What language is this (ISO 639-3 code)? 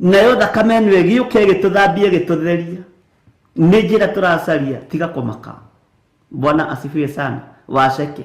kik